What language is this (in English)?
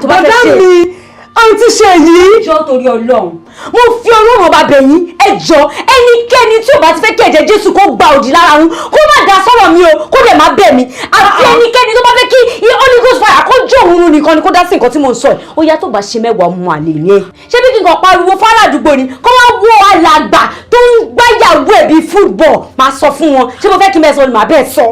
Yoruba